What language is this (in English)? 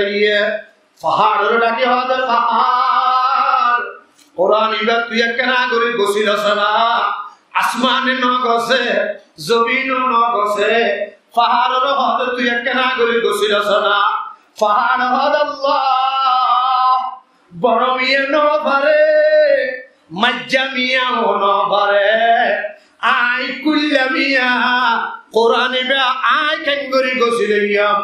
Rohingya